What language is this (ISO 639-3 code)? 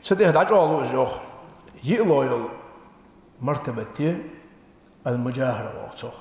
inh